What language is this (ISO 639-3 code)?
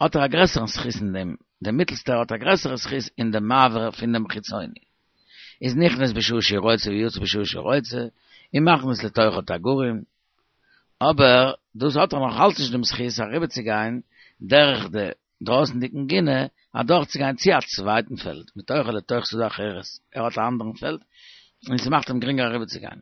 yid